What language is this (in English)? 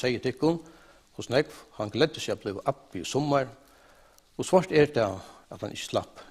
Faroese